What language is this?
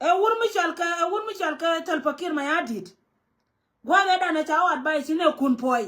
Nuer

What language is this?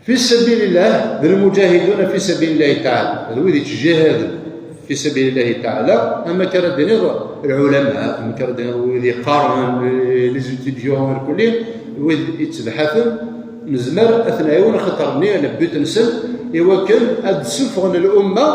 Kabyle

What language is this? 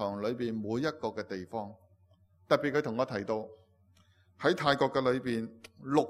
Cantonese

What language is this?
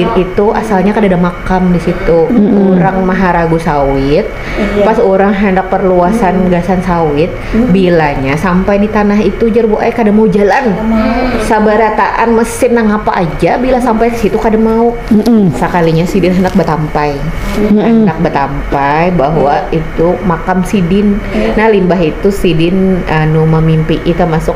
Banjar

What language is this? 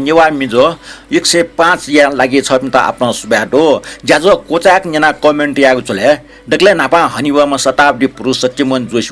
Newari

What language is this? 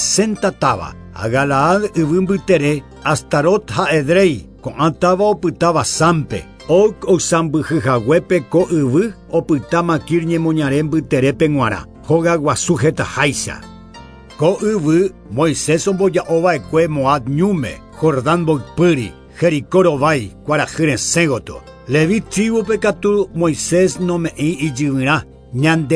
Guarani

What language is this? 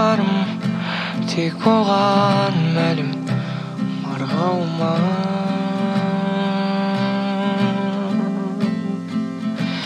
Kazakh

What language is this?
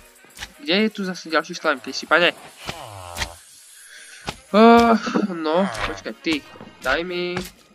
Slovak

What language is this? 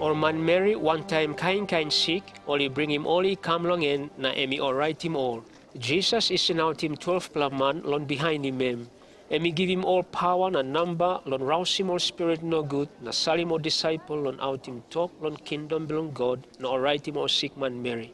Tok Pisin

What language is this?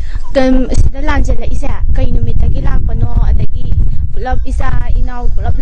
Manipuri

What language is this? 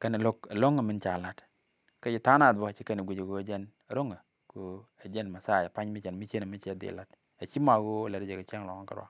Nuer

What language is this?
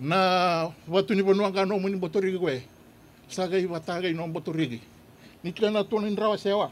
Fijian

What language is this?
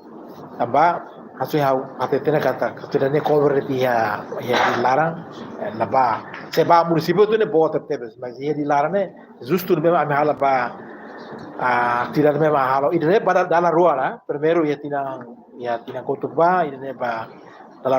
Tetum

